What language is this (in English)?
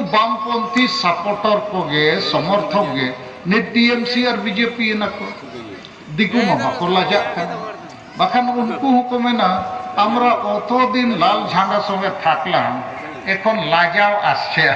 Santali